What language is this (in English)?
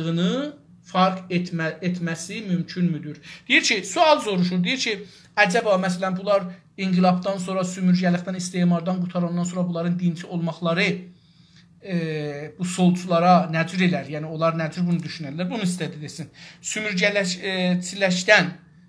South Azerbaijani